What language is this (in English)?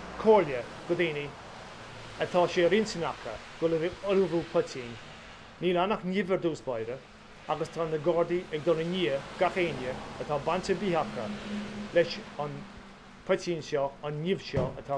Irish